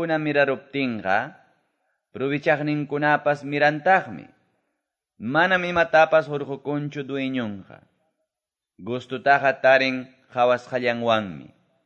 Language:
Quechua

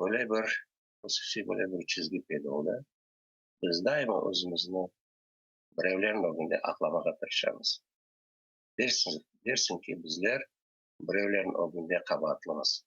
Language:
Crimean Tatar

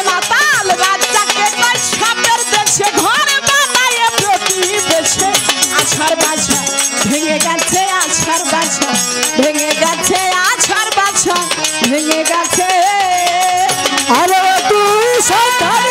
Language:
Bangla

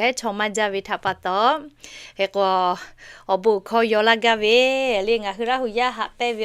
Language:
Lahu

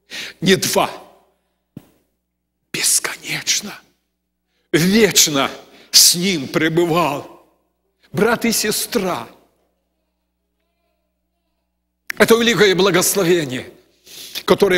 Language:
Russian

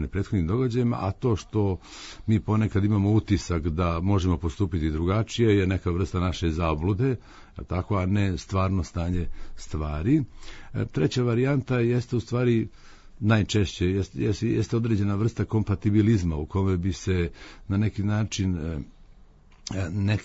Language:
Serbian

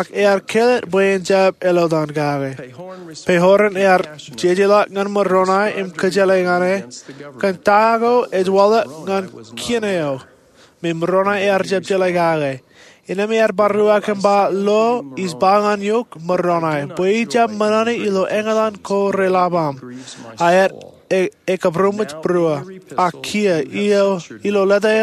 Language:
Marshallese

